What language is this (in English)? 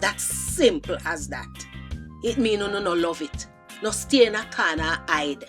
Jamaican Creole English